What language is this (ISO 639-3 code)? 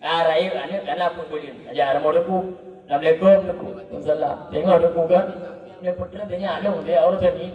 ace